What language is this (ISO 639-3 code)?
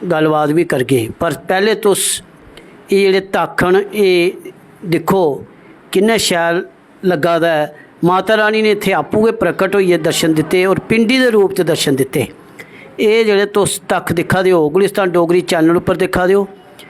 doi